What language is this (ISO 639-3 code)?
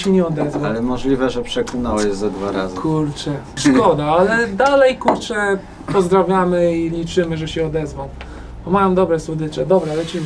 pol